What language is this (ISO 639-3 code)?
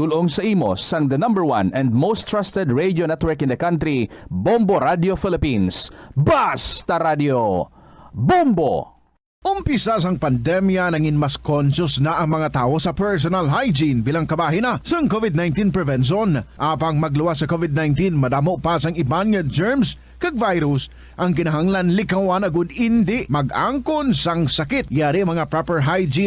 hil